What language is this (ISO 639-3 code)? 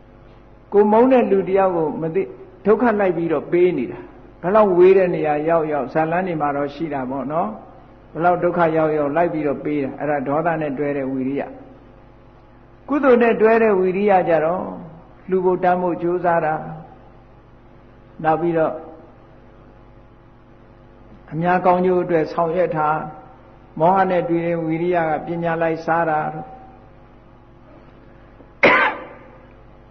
mya